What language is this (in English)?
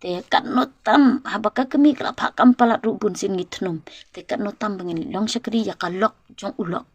Khasi